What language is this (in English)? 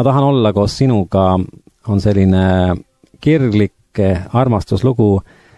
Estonian